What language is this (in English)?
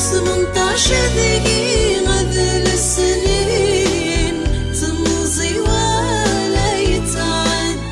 Kabyle